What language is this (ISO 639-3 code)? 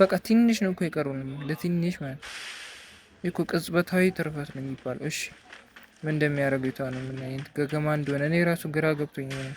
amh